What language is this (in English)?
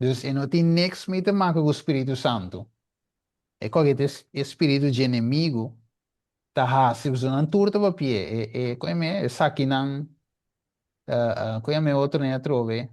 Papiamento